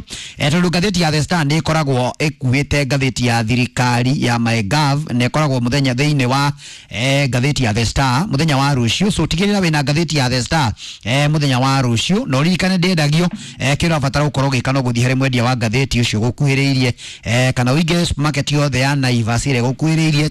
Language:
Kikuyu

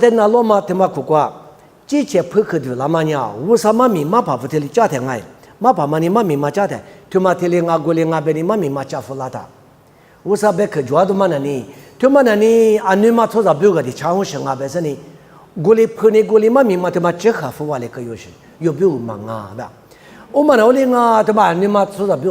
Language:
Lisu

